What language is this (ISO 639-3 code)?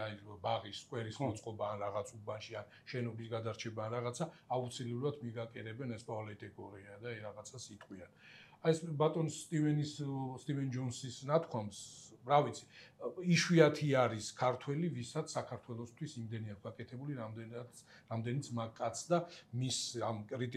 kat